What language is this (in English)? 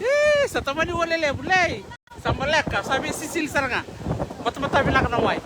Fijian